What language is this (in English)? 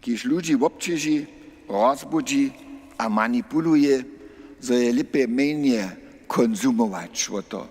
Upper Sorbian